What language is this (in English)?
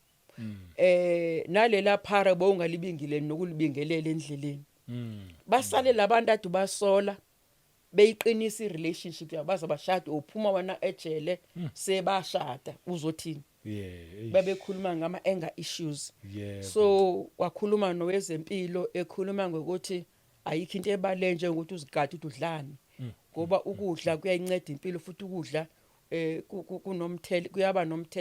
Zulu